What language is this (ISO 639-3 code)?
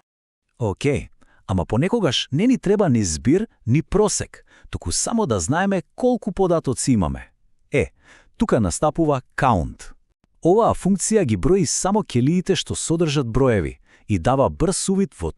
mkd